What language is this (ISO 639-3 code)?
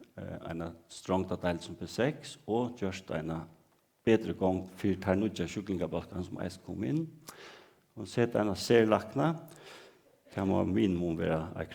fao